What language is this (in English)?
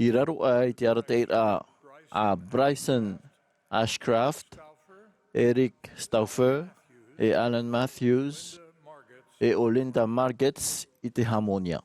Tahitian